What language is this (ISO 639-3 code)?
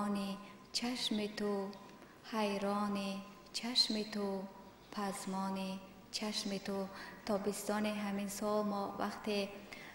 fas